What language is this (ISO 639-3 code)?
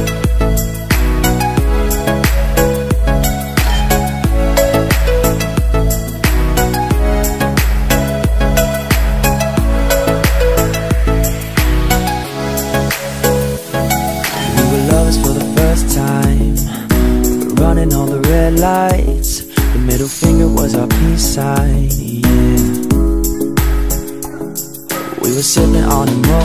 eng